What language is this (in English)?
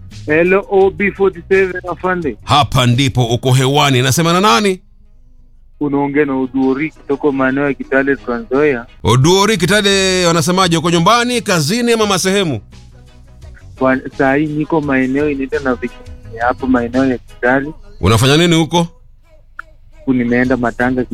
Swahili